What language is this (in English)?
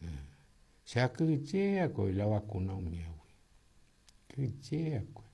Guarani